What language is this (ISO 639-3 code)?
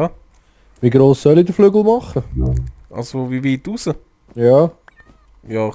gsw